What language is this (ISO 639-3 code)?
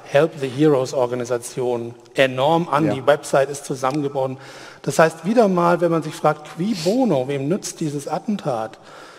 deu